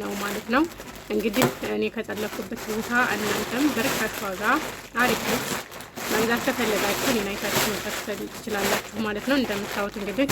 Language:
Amharic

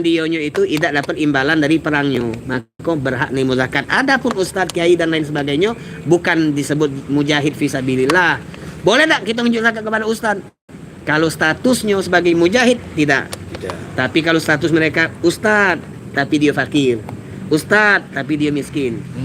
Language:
Musi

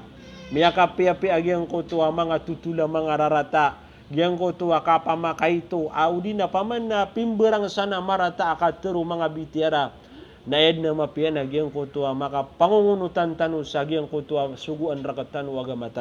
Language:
Maranao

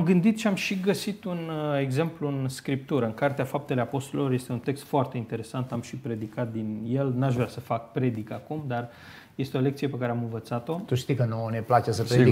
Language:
Romanian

